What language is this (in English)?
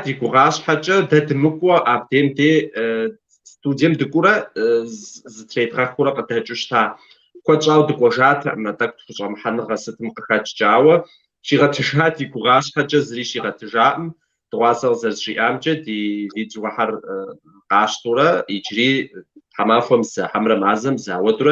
Kabardian